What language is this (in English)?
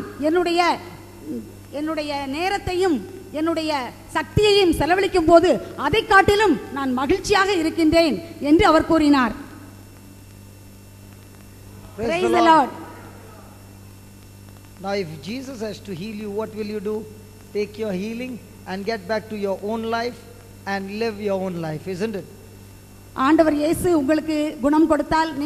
Tamil